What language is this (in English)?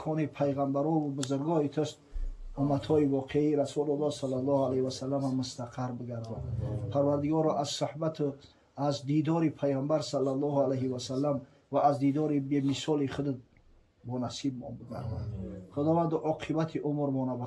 Tajik